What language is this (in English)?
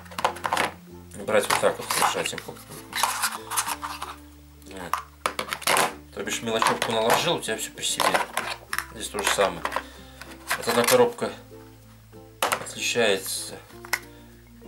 Russian